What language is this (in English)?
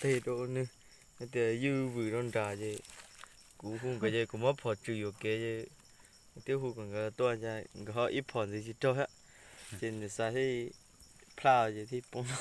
Hmong